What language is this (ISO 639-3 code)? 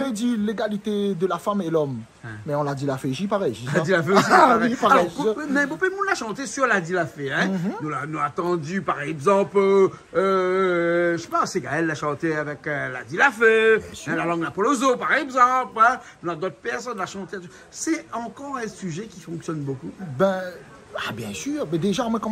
rcf